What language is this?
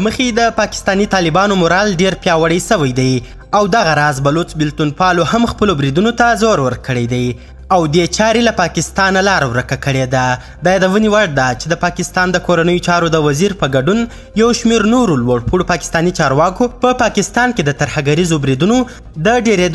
Pashto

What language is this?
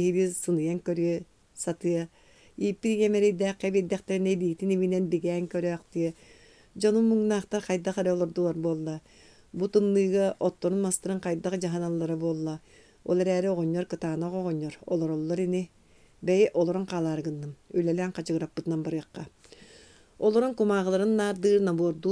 Yakut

